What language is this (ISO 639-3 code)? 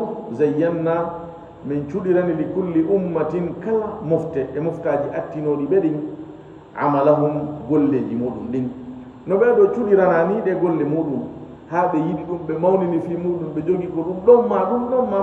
ful